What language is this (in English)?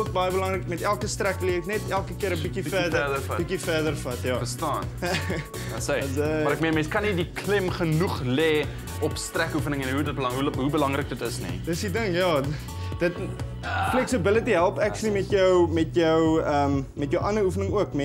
Afrikaans